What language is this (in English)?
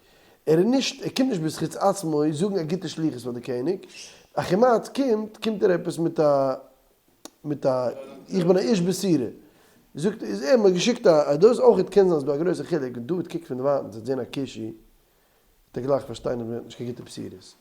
Yiddish